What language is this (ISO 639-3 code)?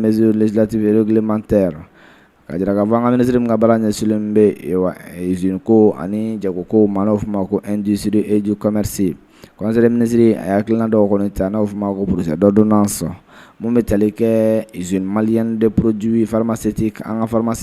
bam